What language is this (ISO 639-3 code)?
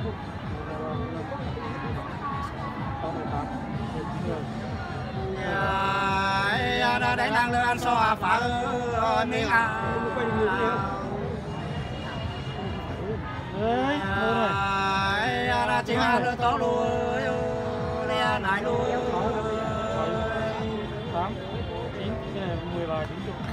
vie